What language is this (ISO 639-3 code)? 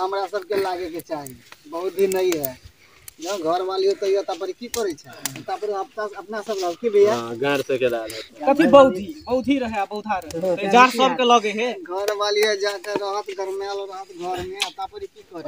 mai